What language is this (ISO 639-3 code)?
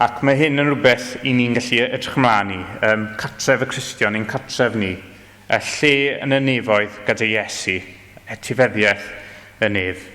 cym